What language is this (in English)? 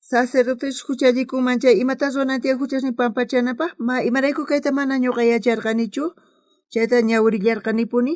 South Bolivian Quechua